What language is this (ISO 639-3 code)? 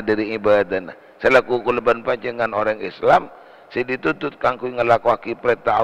mad